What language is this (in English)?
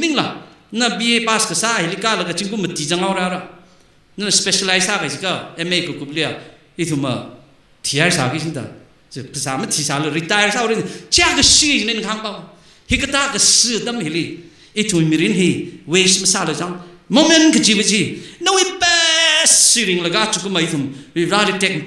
Tangkhul Naga (India)